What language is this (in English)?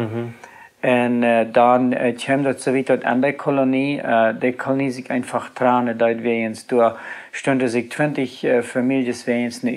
Plautdietsch